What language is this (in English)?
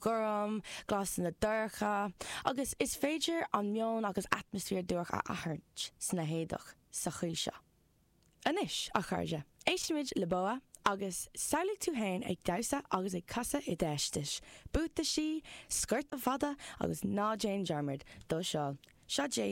Irish